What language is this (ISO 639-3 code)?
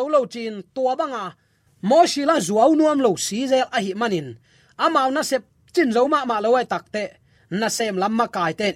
ctd